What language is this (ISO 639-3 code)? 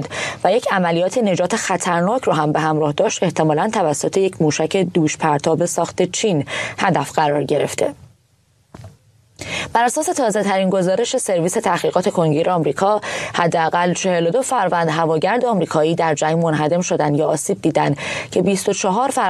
fas